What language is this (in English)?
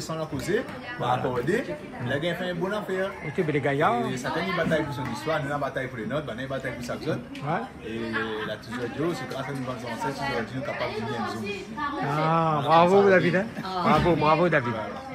Réunion Creole French